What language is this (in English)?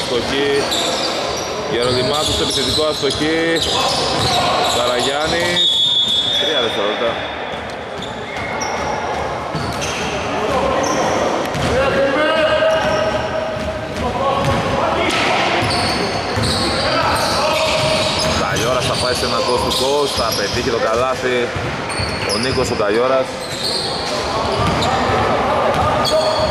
Greek